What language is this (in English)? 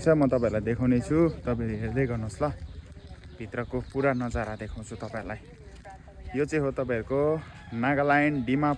Nepali